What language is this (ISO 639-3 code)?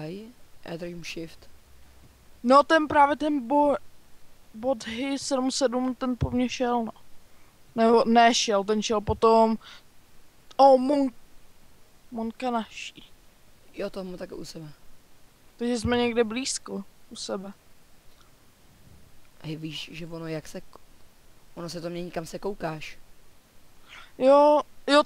ces